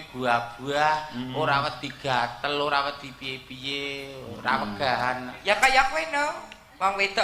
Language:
Javanese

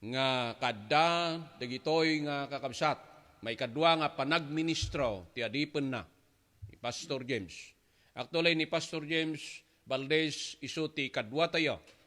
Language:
Iloko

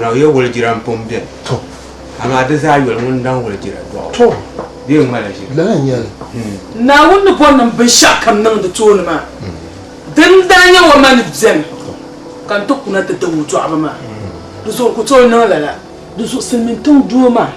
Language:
Dagbani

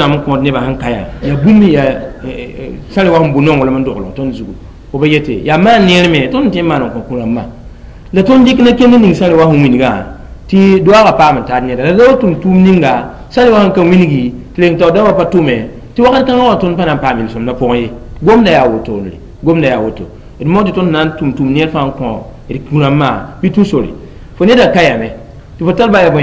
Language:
Mossi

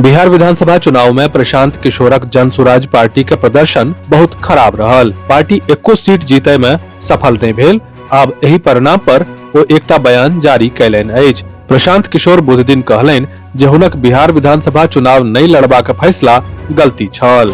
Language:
Maithili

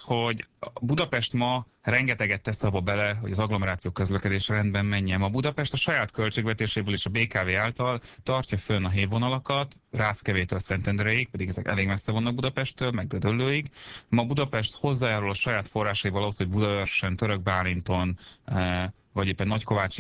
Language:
Hungarian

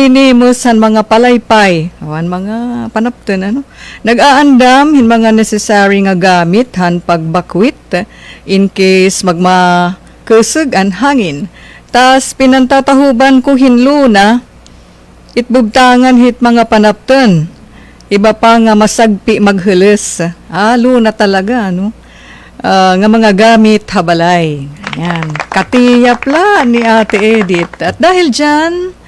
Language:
Waray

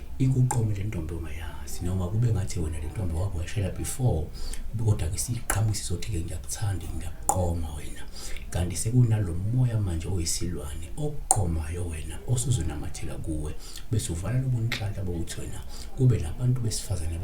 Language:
Zulu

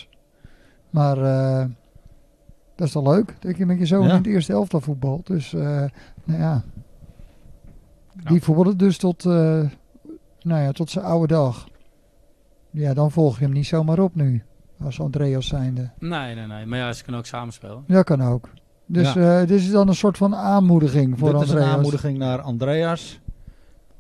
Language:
Dutch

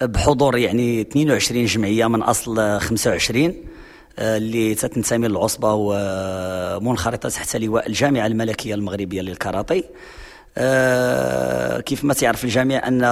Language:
Moroccan Arabic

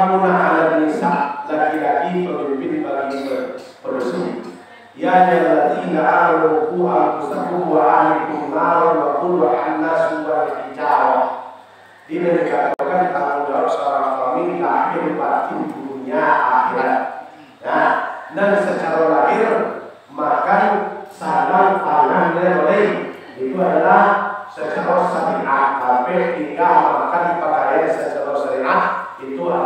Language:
Minangkabau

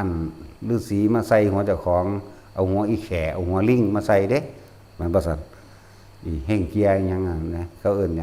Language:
Northeastern Thai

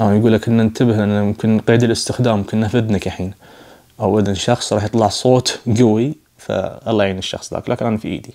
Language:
Najdi Arabic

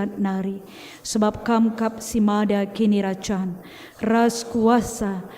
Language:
Batak Karo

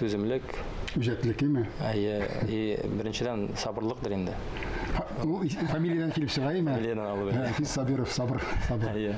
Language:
Tatar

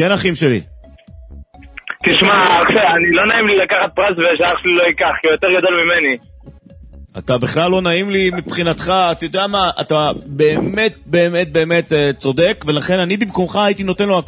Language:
Hebrew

